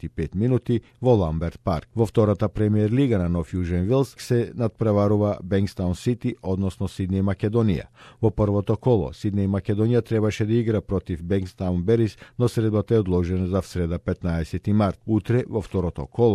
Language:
Macedonian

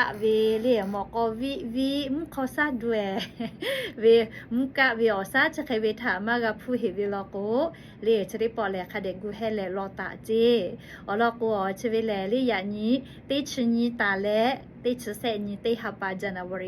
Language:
Lahu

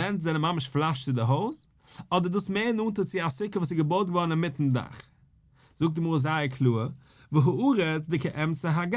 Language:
Yiddish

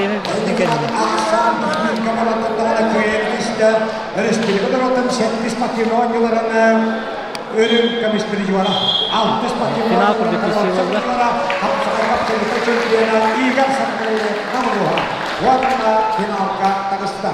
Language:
Yakut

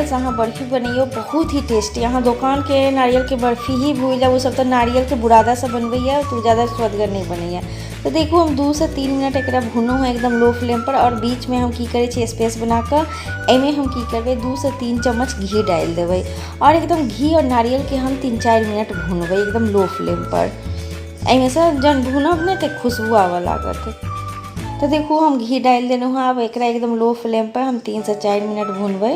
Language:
Maithili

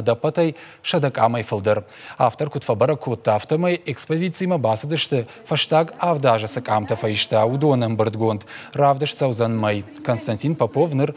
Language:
Ossetic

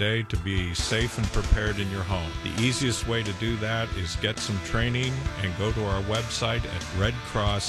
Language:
English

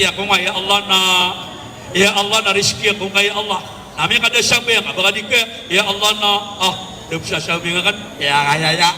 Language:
Maranao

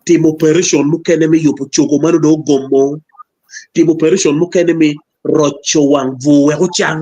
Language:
Acoli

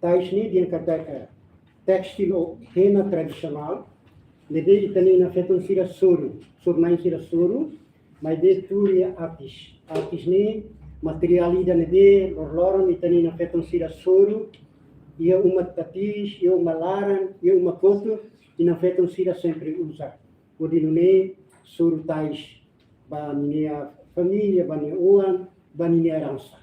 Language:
Tetum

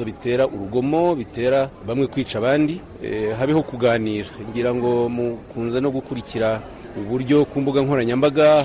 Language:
Kinyarwanda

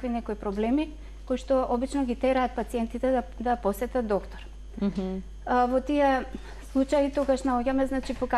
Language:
Macedonian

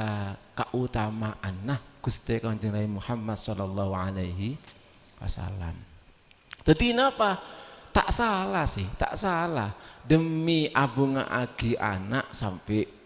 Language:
Madurese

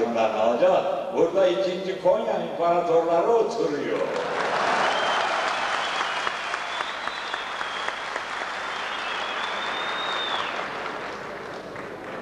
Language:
Turkish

